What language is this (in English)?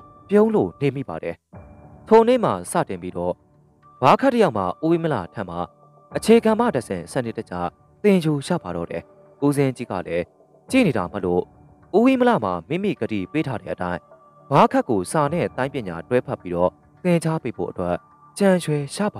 Burmese